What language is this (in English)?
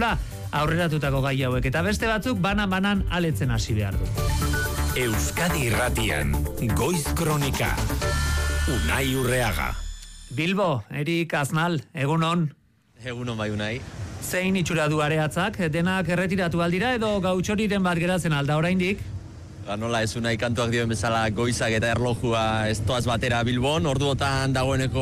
Basque